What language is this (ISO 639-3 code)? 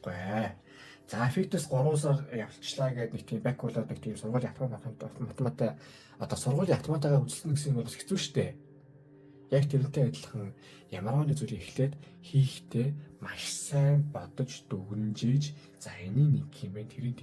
mon